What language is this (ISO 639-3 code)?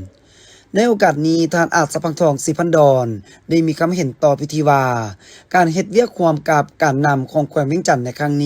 lao